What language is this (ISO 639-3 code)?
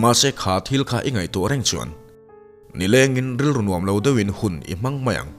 lus